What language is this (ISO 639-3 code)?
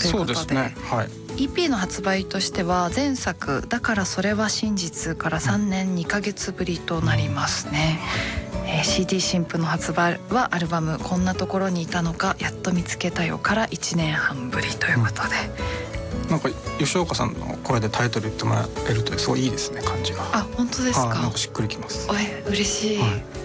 jpn